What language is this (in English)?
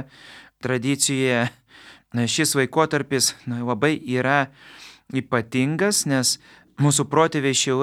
Lithuanian